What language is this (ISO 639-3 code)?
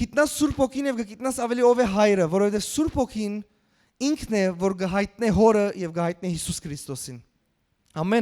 hyw